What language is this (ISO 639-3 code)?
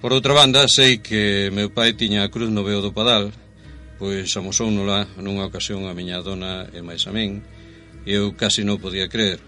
glg